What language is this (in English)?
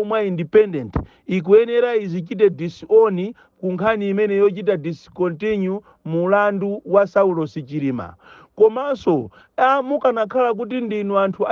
Nyanja